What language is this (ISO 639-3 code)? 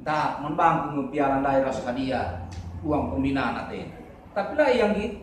btx